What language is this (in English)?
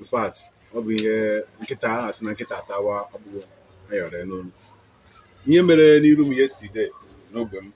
Igbo